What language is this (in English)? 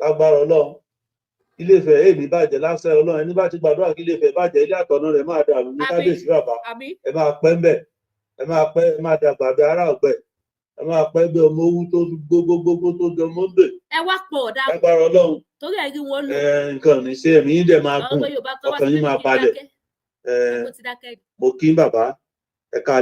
Yoruba